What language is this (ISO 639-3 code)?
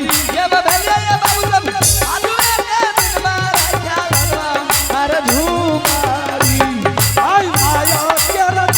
anp